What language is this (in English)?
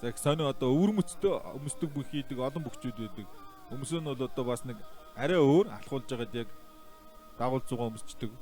Mongolian